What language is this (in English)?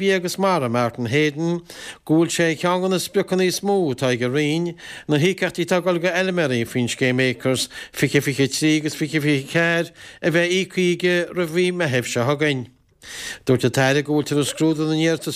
Irish